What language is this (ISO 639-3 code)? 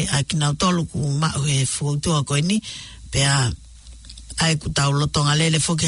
ton